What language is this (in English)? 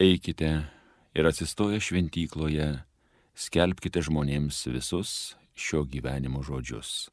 Lithuanian